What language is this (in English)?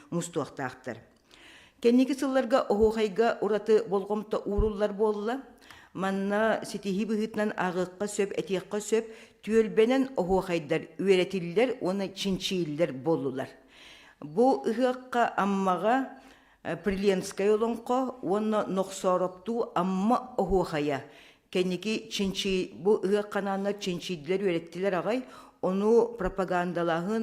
Yakut